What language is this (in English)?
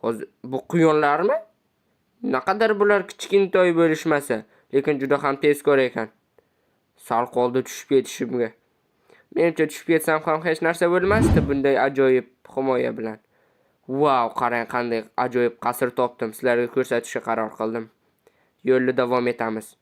Uzbek